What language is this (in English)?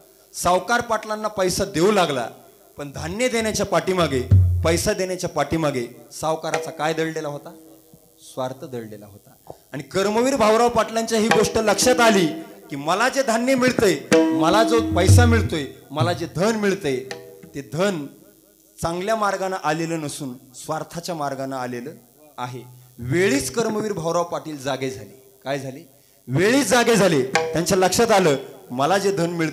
Marathi